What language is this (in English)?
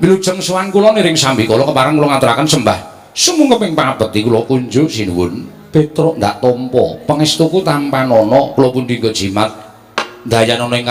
Javanese